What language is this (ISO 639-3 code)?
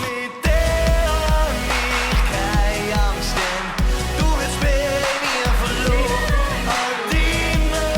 gsw